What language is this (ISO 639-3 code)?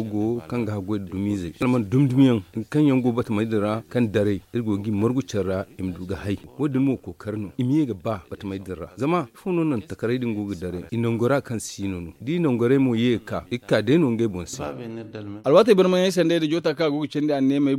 dje